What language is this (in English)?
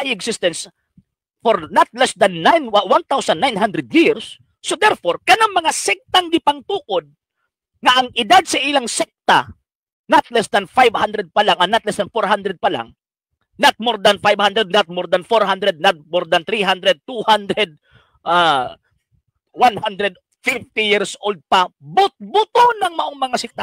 Cebuano